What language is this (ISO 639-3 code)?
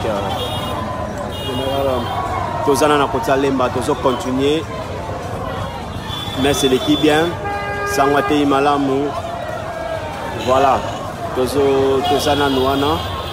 lin